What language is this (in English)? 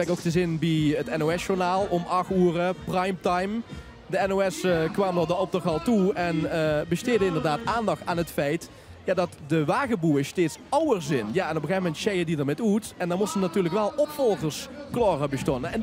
Limburgish